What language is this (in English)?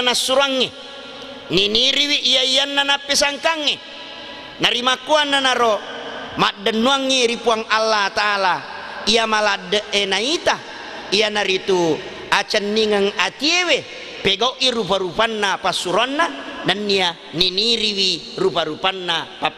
Buginese